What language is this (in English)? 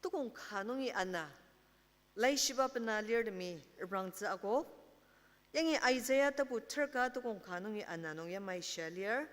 Ao Naga